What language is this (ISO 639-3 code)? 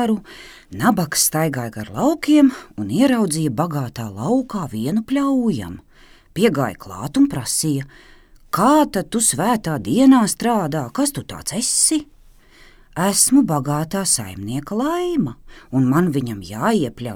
lav